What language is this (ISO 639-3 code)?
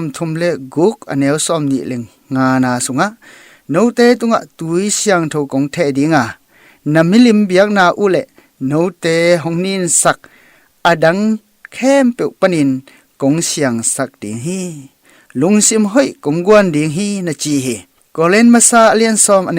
ctd